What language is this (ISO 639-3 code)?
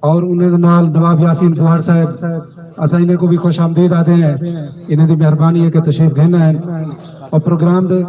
skr